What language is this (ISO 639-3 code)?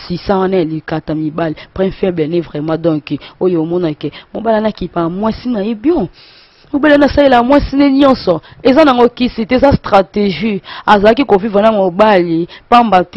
lin